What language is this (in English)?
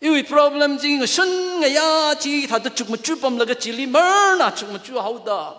Tangkhul Naga (India)